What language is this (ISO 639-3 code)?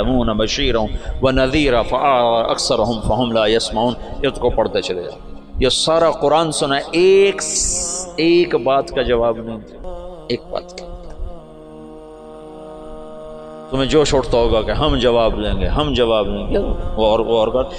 urd